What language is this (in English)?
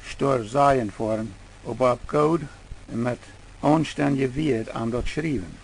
Plautdietsch